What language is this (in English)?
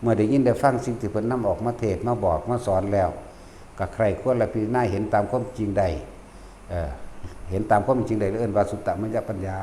Northeastern Thai